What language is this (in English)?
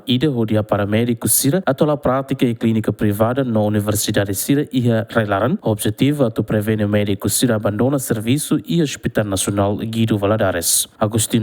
Tetum